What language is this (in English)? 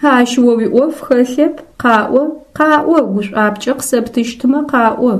Adyghe